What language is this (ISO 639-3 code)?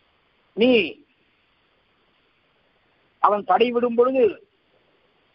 tam